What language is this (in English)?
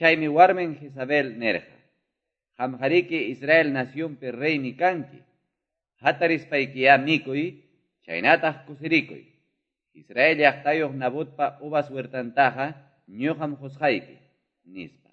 Quechua